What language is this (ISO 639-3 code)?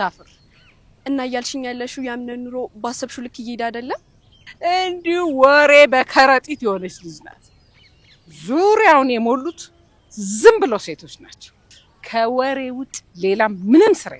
amh